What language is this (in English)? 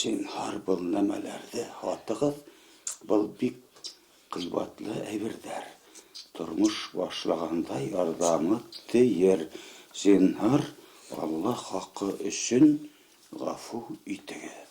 Bashkir